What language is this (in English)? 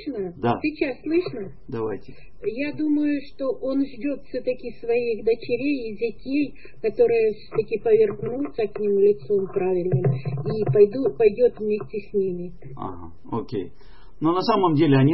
Russian